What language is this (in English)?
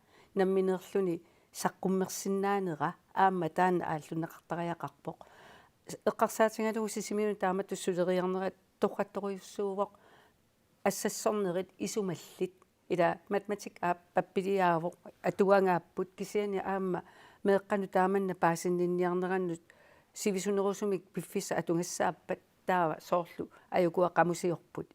Kalaallisut